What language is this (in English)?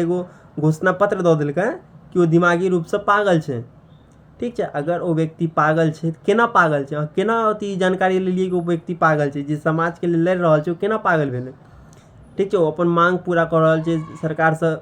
Maithili